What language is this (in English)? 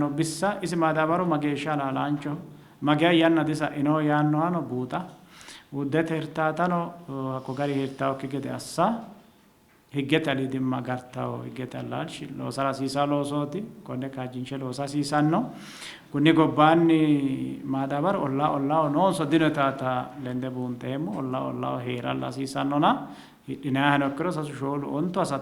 Sidamo